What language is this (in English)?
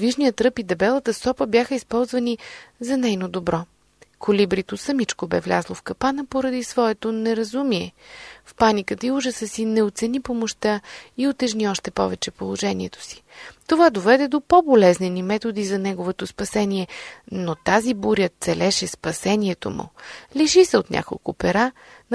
Bulgarian